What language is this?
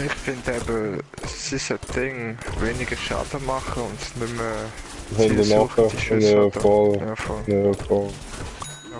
Swiss German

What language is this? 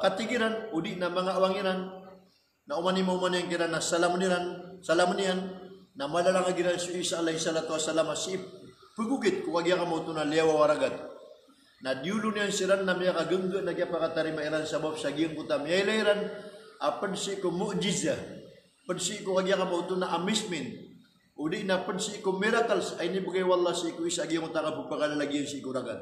Maranao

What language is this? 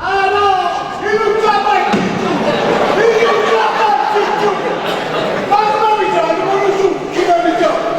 Neapolitan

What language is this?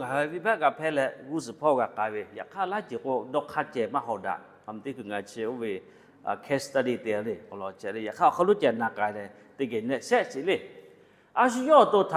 Lahu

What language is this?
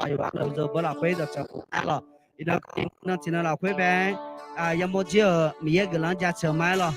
Akha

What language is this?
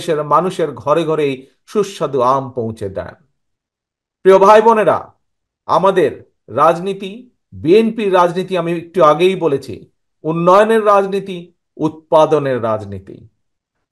Bangla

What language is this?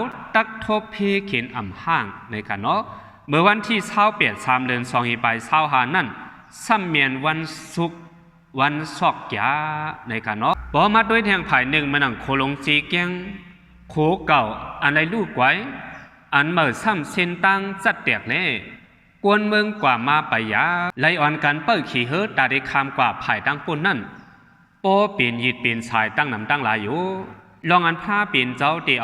Shan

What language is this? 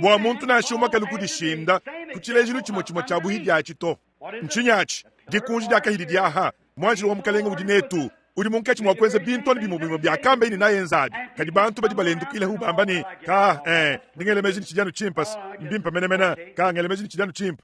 Luba-Lulua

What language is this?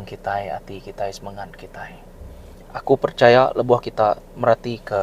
Iban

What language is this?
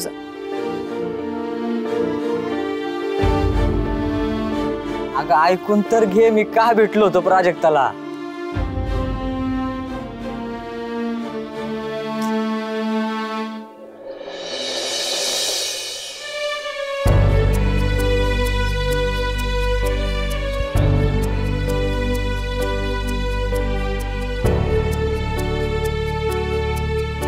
Marathi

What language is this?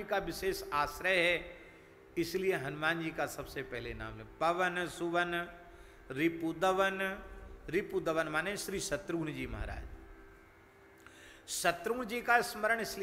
Hindi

